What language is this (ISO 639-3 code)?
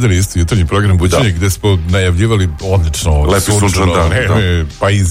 srp